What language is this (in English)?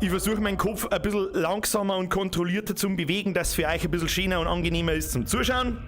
Bavarian